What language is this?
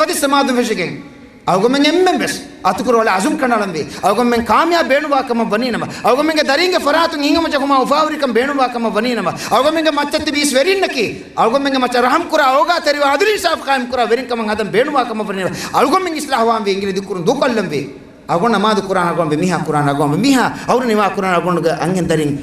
Divehi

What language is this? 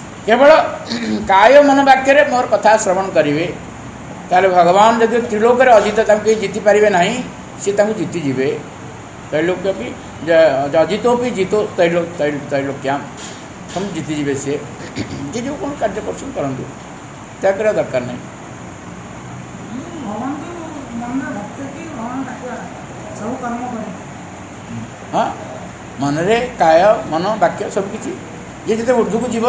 Odia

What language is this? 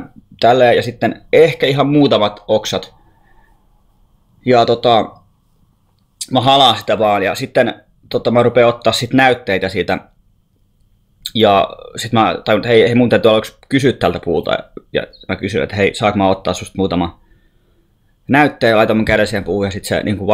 Finnish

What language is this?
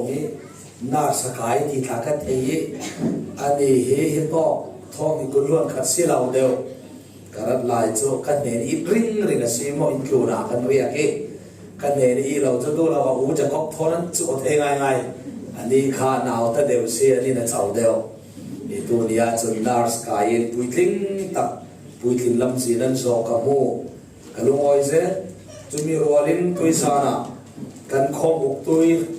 Falam Chin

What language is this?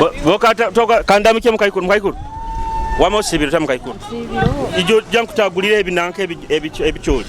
Nyoro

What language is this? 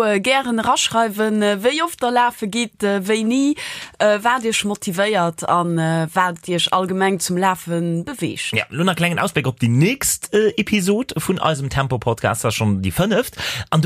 Luxembourgish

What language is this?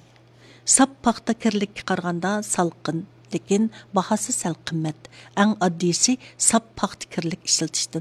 Uyghur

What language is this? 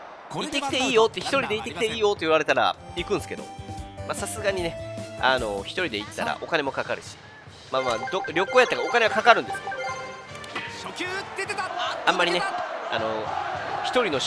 Japanese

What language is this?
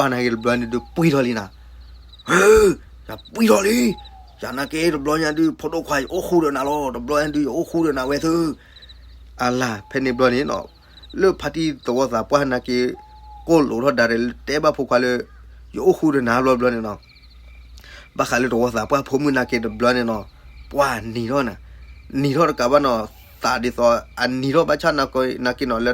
S'gaw Karen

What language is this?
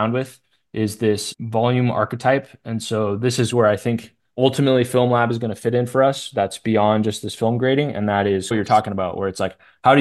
English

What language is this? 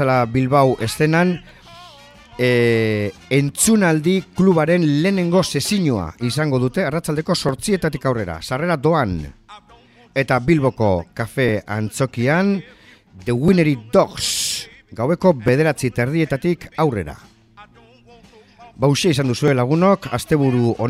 Basque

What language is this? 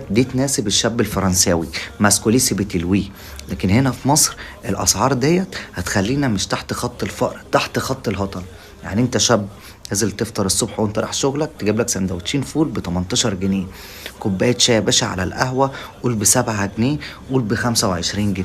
Egyptian Arabic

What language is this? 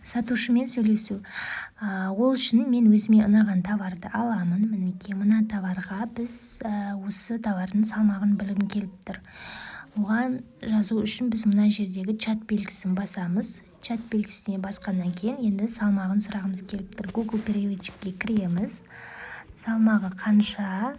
Kazakh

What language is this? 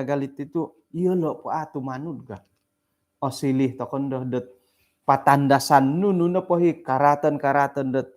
Central Dusun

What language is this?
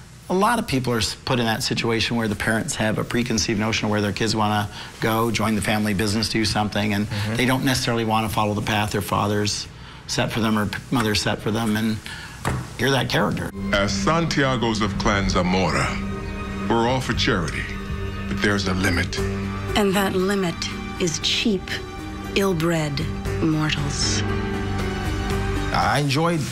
English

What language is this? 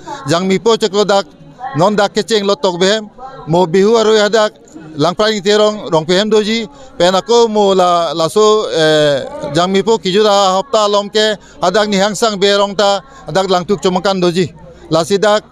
Karbi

